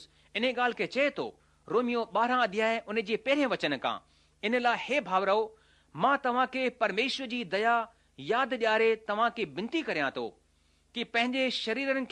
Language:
Sindhi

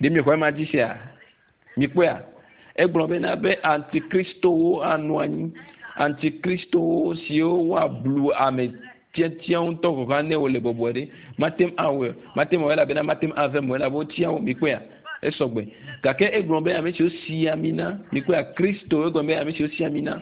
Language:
Ewe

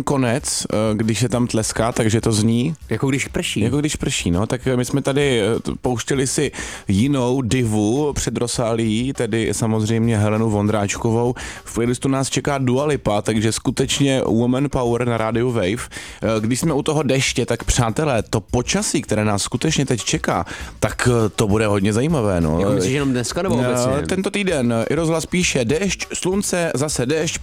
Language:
Czech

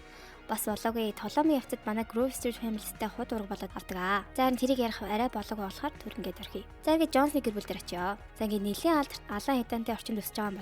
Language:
Mongolian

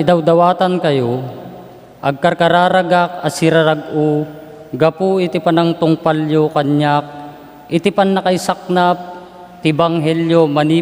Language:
Iloko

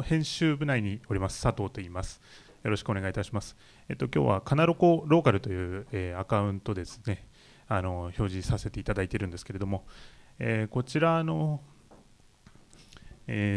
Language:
Japanese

